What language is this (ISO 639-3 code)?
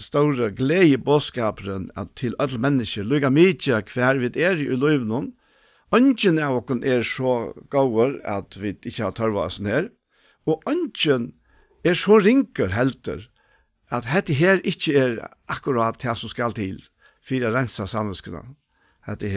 fao